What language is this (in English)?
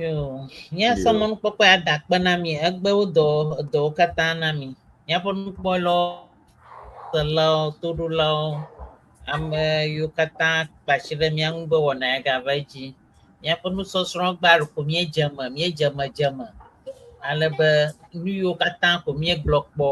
Ewe